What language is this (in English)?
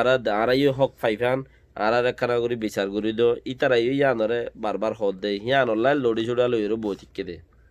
Rohingya